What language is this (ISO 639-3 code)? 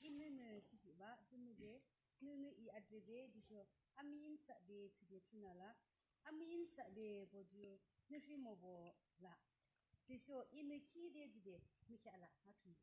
yim